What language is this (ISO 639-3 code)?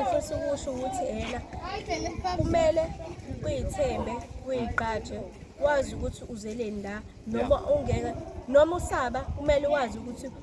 zul